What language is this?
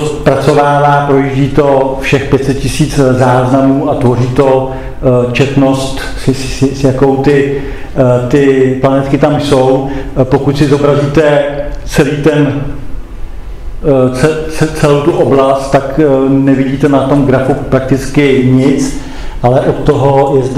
Czech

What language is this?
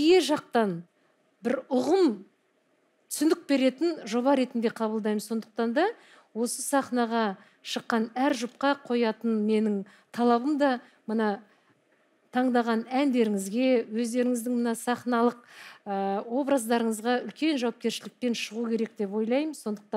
Kazakh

